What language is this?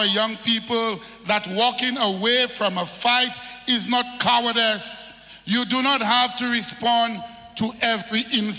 English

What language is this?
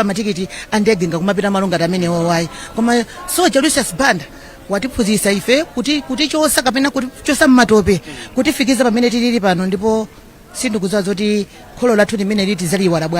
Nyanja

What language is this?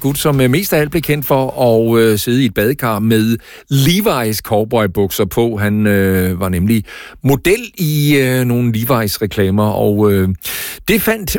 Danish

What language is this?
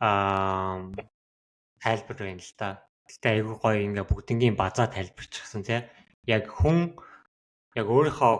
Mongolian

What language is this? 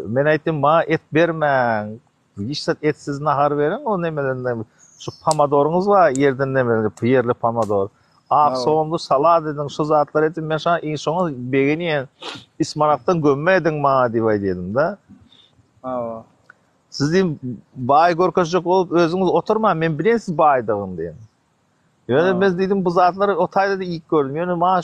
Turkmen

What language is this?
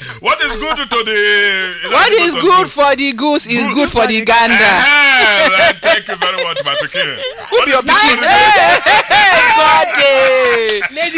Nigerian Pidgin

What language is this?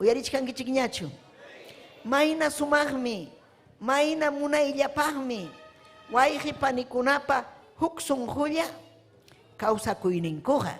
Ayacucho Quechua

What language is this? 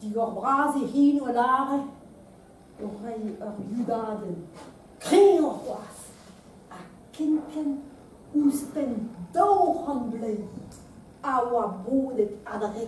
Breton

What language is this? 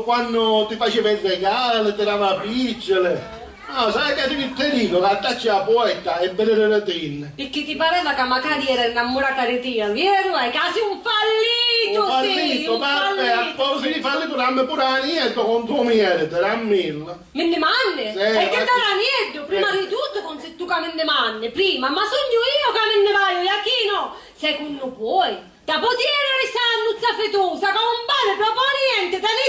Sicilian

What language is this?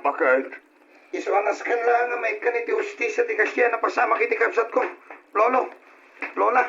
Iloko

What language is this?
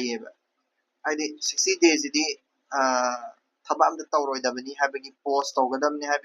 Manipuri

